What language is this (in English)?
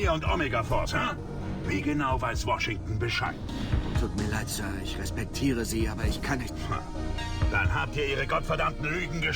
Bavarian